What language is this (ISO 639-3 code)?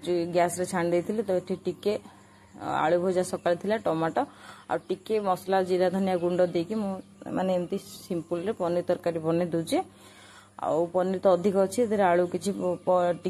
ori